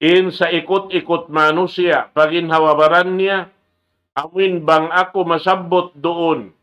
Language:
Tausug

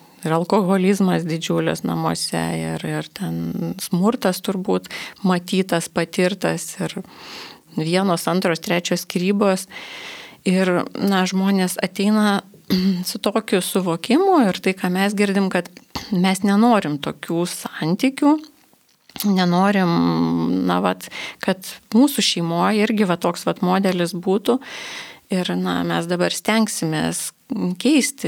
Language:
Lithuanian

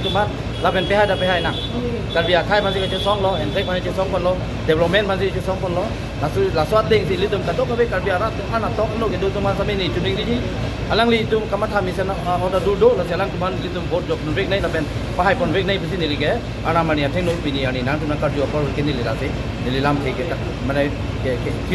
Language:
Karbi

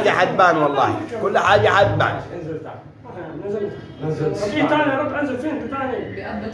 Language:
Egyptian Arabic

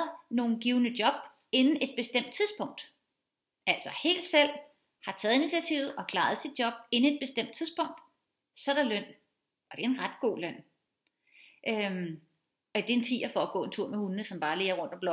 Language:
Danish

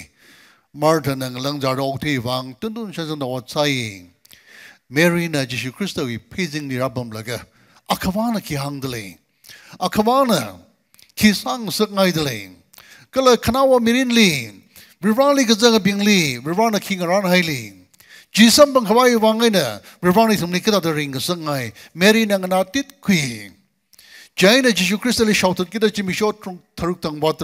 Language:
Tangkhul Naga (India)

